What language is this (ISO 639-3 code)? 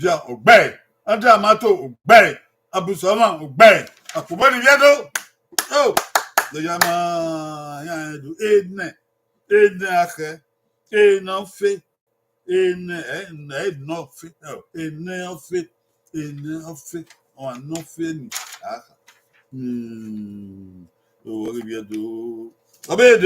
bin